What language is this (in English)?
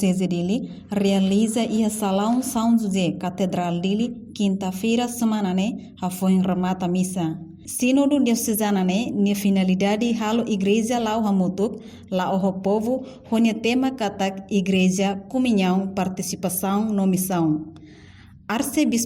Tetum